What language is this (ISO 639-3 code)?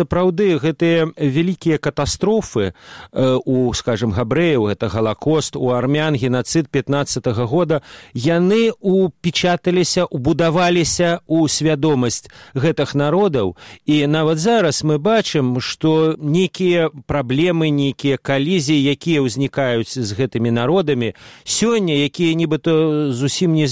bel